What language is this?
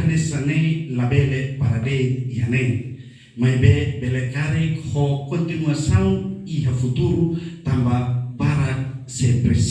Tetum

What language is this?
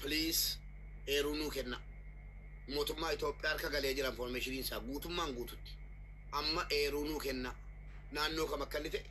Oromo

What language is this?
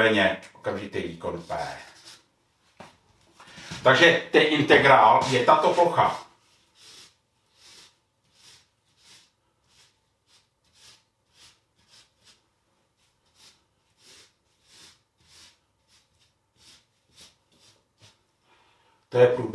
Czech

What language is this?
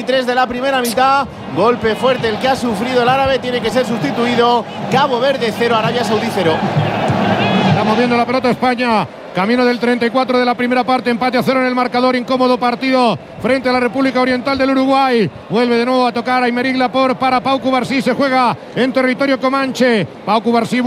Spanish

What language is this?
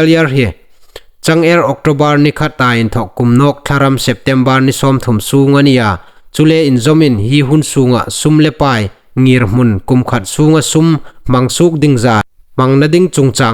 Hmar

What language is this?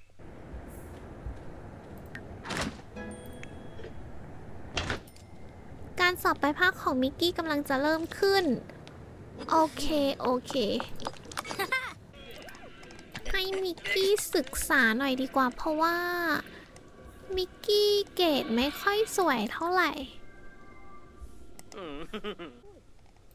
Thai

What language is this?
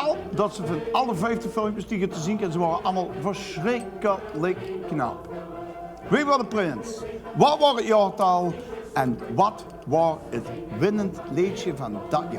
Limburgish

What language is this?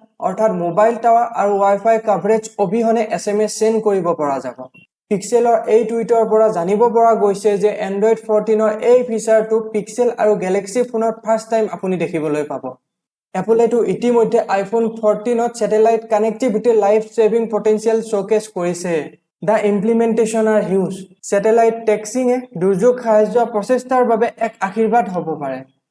Assamese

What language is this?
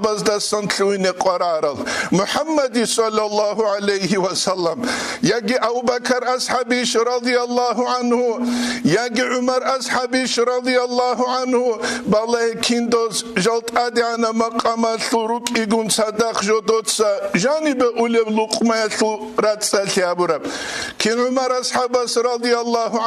Avaric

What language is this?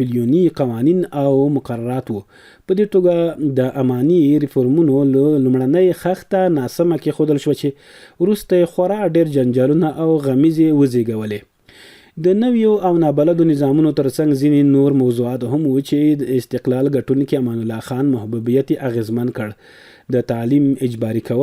Pashto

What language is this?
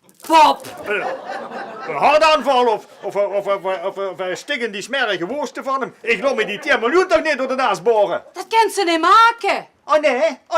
Limburgish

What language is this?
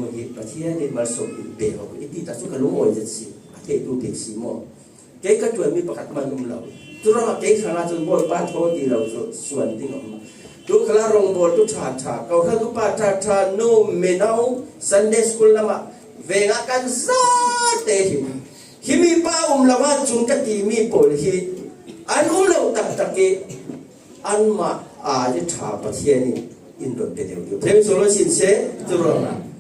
Falam Chin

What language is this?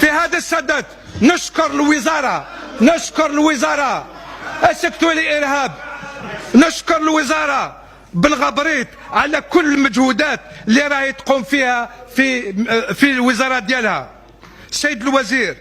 Algerian Arabic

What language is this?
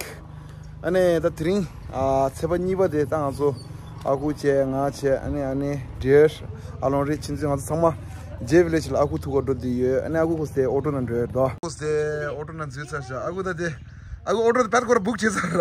Tibetan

